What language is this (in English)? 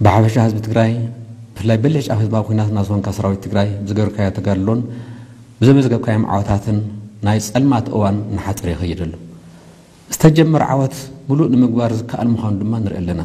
Tigrinya